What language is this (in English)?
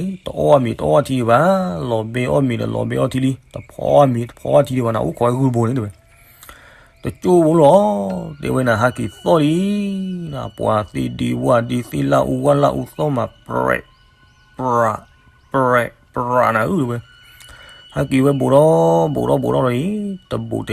S'gaw Karen